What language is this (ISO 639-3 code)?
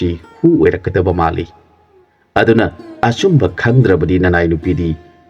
mni